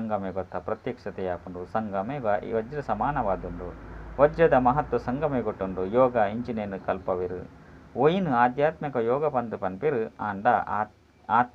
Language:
Tulu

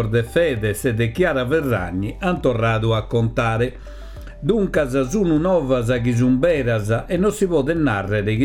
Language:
Sardinian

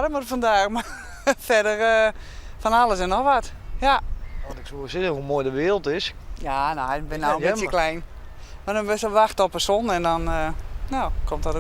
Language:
Western Frisian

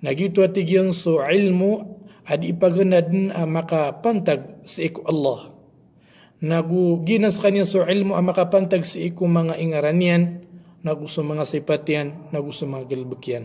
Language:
Maranao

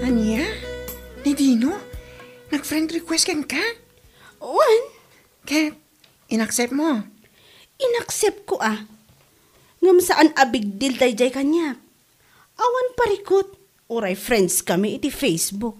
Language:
Iloko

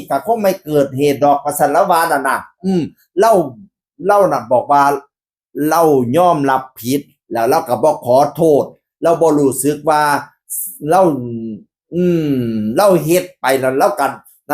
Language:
Northeastern Thai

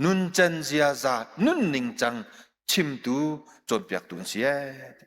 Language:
Hakha Chin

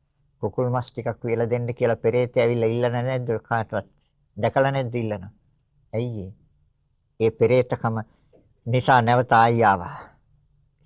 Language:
Sinhala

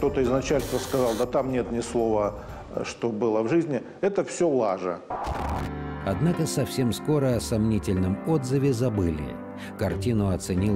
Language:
Russian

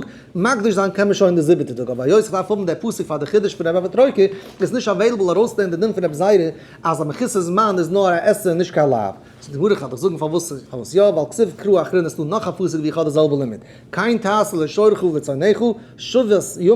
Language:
Yiddish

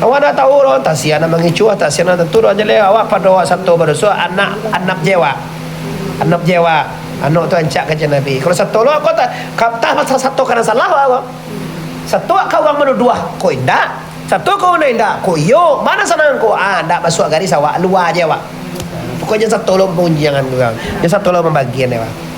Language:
Minangkabau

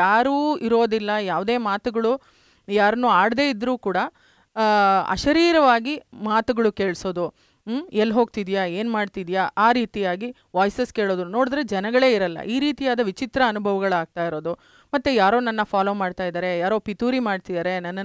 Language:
Kannada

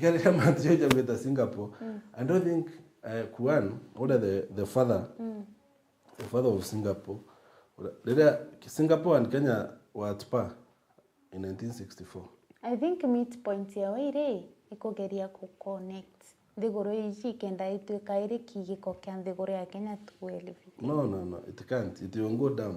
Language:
Meru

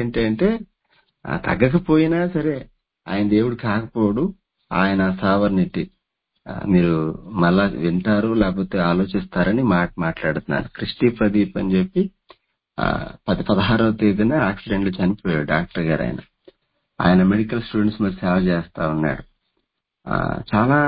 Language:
Telugu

